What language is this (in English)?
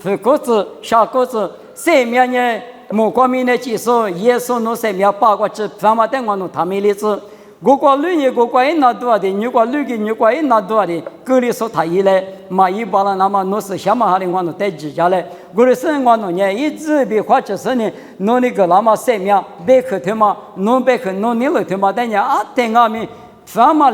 Lisu